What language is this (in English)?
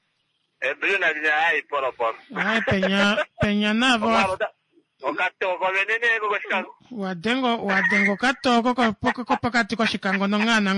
Kuanyama